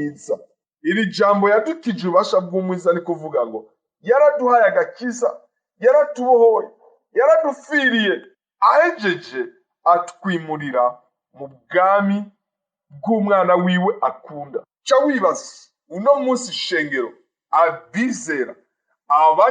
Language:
Rundi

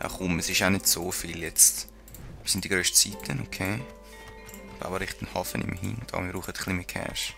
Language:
Swiss German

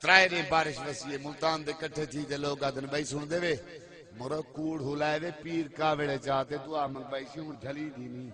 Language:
Saraiki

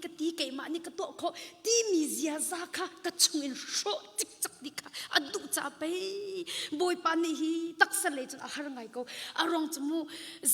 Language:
Hakha Chin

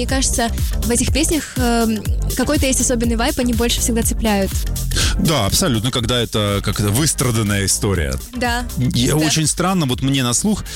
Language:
Russian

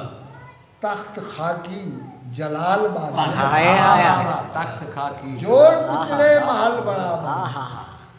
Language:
Saraiki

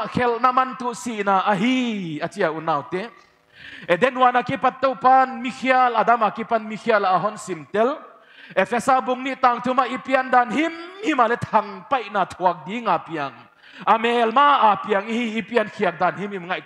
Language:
Paite Chin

